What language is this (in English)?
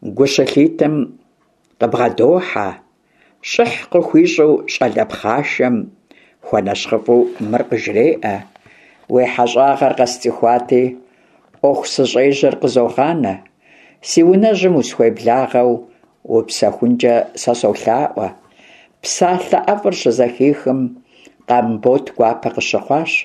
Kabardian